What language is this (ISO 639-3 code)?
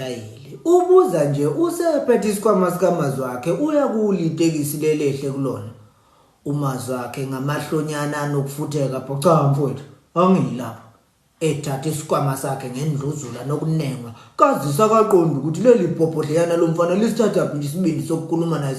zul